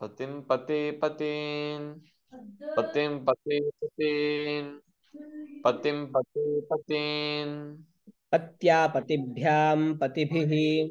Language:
Sanskrit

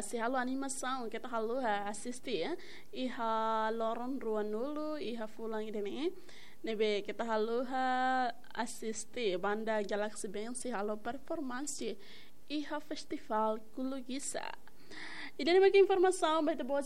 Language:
Tetum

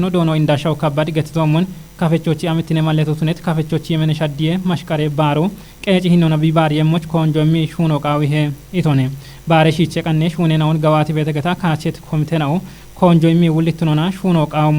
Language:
Kafa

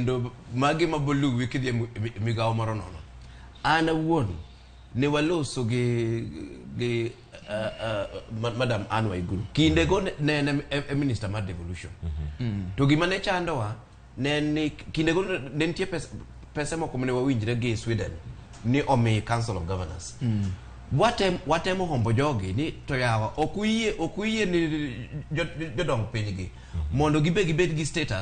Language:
Luo (Kenya and Tanzania)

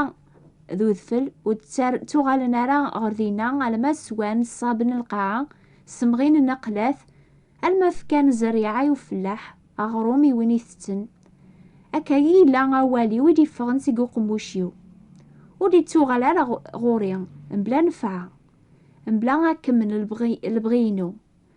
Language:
Kabyle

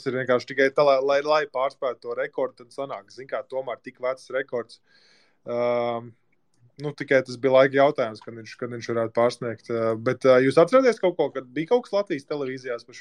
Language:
Latvian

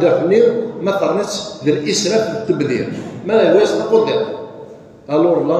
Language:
Kabyle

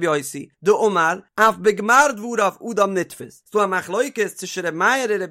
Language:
Yiddish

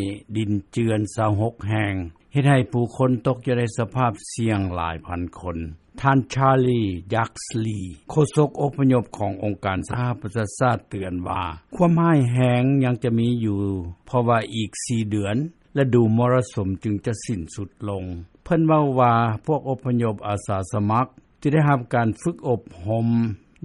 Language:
Lao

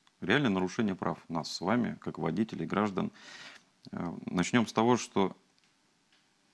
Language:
Russian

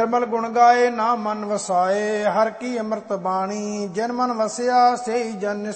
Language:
Punjabi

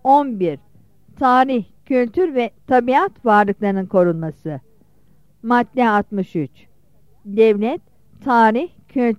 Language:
Turkish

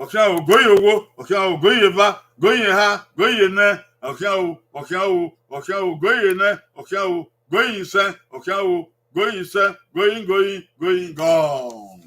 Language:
Bini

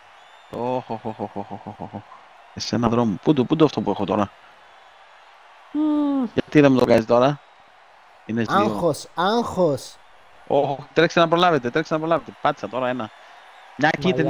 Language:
Greek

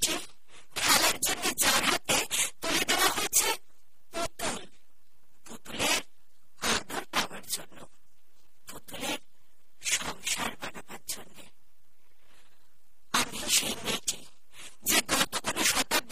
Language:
Bangla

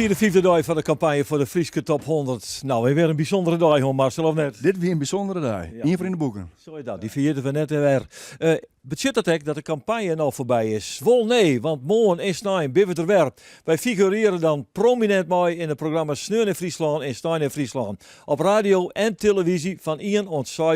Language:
Western Frisian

